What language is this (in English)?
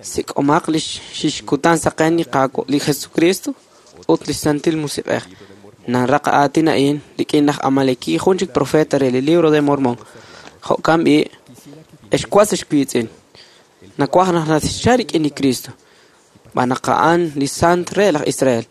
Kekchí